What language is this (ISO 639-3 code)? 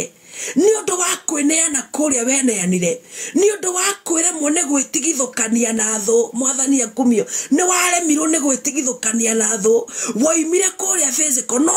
kik